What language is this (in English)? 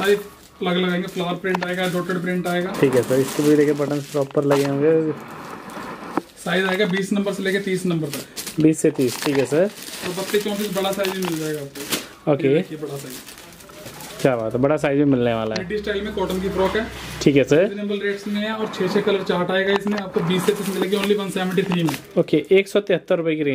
Hindi